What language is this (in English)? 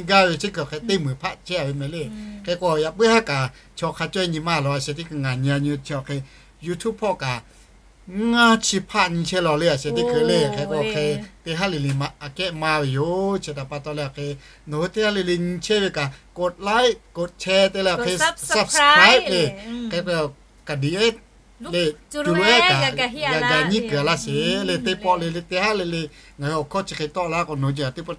Lahu